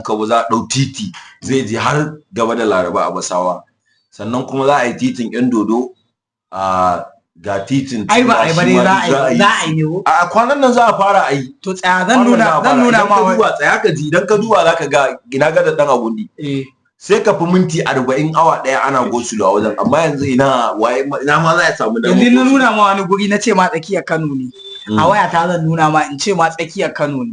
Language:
Hausa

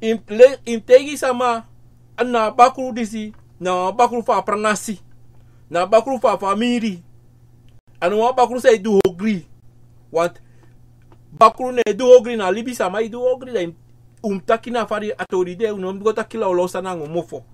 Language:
Sranan Tongo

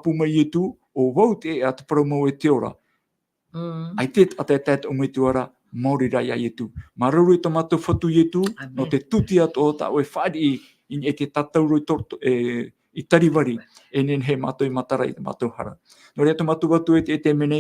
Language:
Tahitian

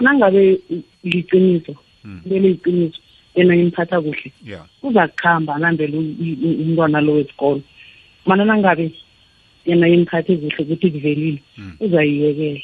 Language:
South Ndebele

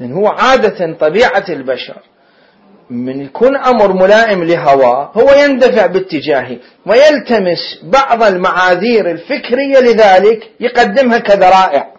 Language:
Mesopotamian Arabic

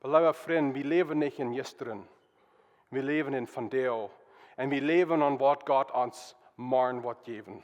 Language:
Plautdietsch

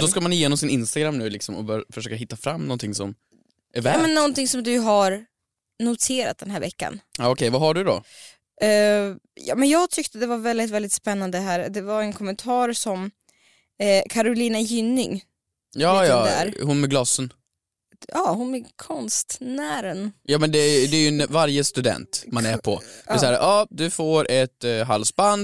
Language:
Swedish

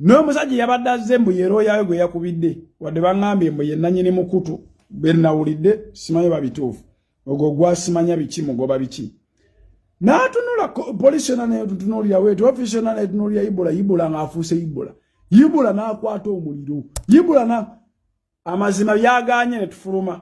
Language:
Ganda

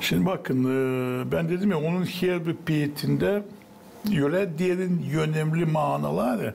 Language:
Gagauz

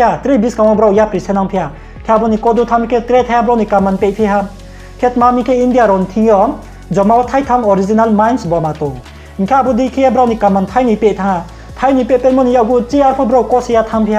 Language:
Riang (India)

